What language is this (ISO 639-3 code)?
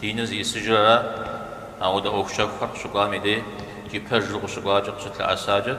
kbd